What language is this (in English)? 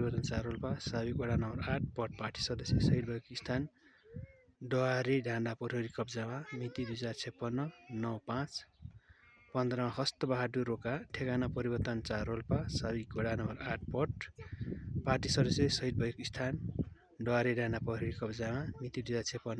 Nepali